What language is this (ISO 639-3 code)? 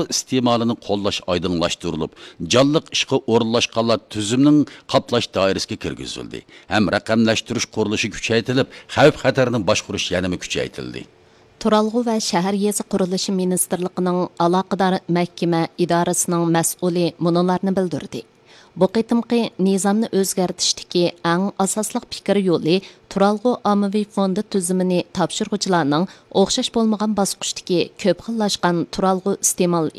uig